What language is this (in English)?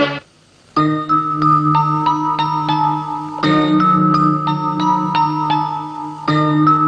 Malayalam